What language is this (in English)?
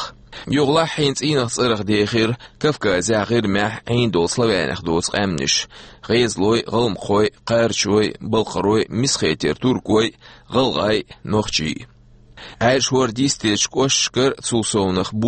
Chechen